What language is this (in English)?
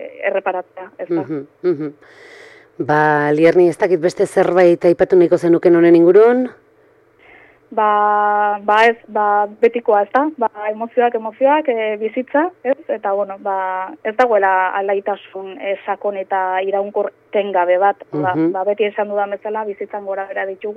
Basque